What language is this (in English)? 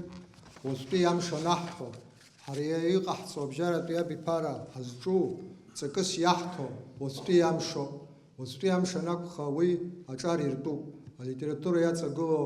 Abkhazian